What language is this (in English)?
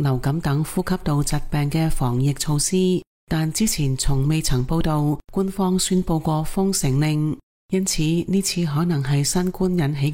Cantonese